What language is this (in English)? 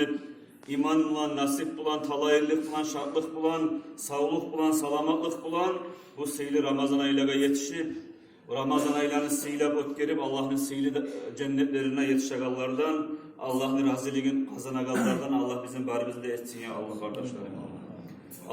Kumyk